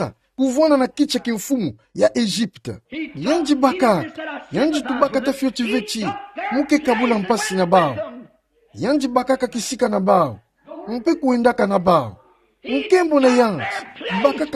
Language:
Kituba (Democratic Republic of Congo)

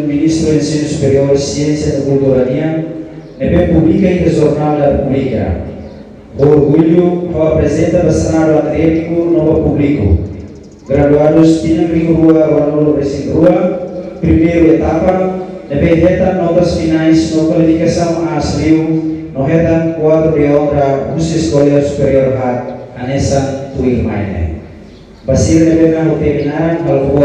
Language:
Tetum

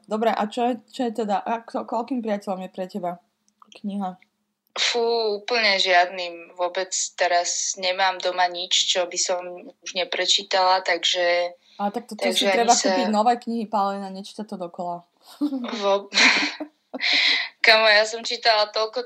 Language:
Slovak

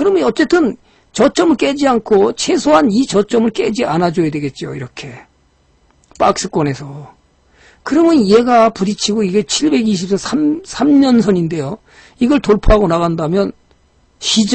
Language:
Korean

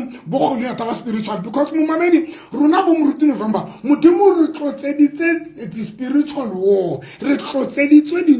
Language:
Tswana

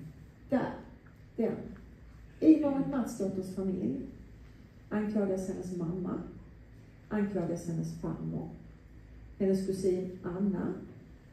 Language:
Swedish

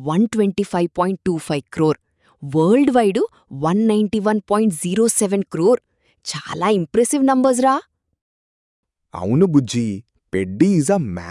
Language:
Telugu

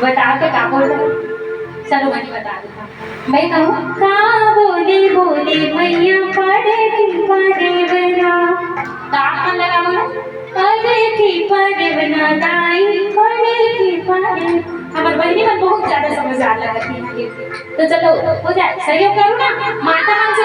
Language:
Chhattisgarhi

